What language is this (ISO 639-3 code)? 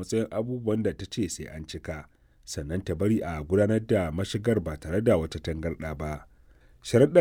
hau